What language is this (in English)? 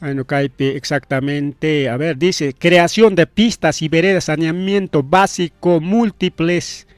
Ayacucho Quechua